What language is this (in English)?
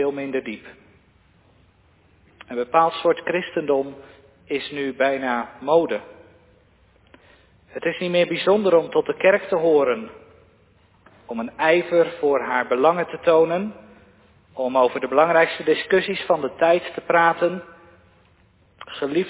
Dutch